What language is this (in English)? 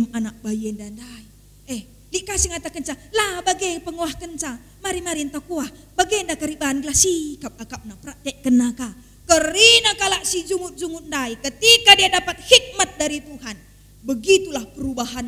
Batak Karo